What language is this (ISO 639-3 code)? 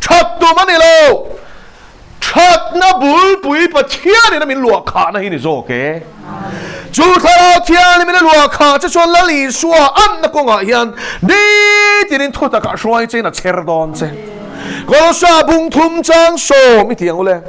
lus